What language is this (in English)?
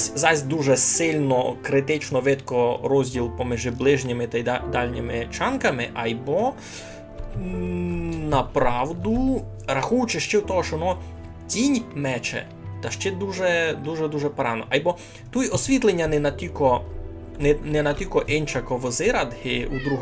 Rusyn